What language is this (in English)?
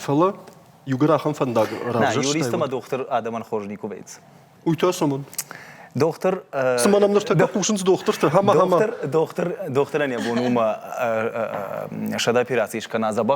Ossetic